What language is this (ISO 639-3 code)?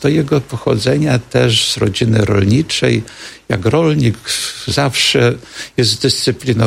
pol